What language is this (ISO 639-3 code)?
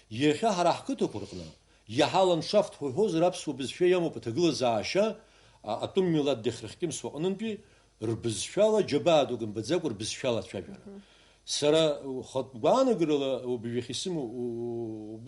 abk